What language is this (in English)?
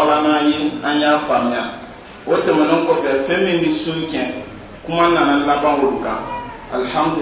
Dyula